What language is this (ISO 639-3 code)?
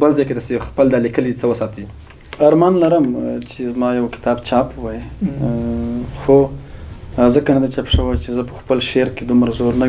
pus